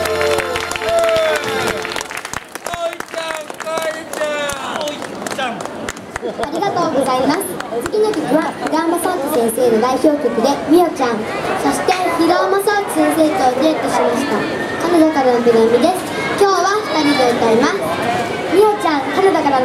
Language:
Japanese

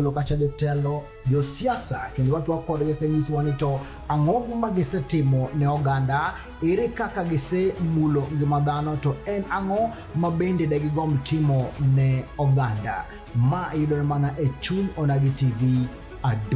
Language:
Luo (Kenya and Tanzania)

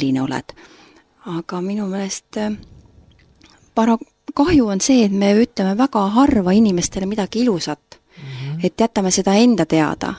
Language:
Estonian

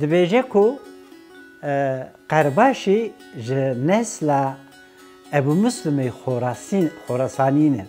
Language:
Kurdish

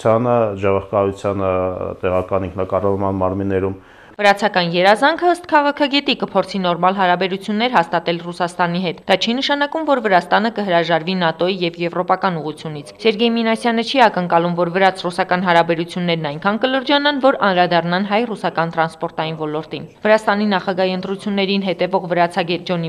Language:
Armenian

